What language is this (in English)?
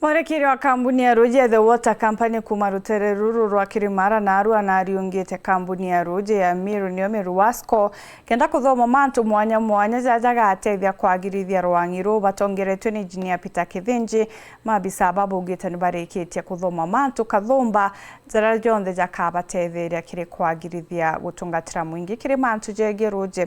Meru